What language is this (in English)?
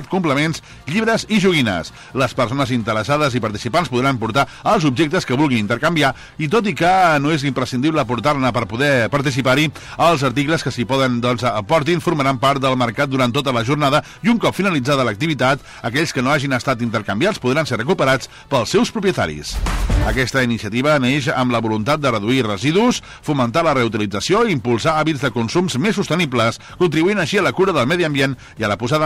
Catalan